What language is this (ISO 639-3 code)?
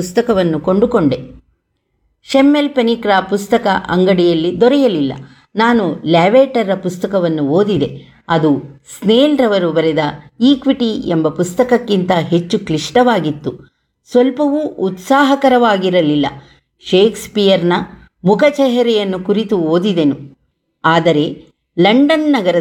kan